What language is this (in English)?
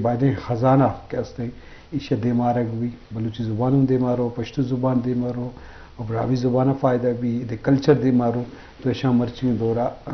Eastern Balochi